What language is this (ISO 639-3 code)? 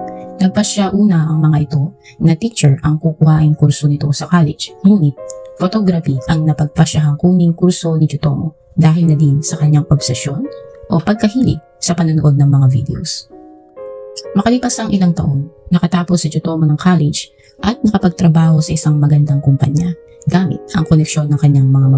fil